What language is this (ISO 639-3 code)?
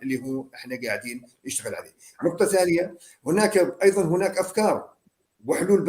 apc